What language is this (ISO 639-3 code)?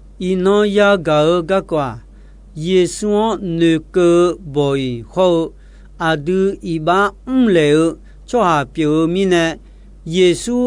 ahk